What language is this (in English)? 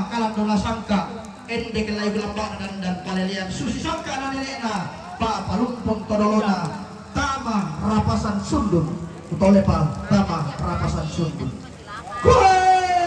Toraja-Sa'dan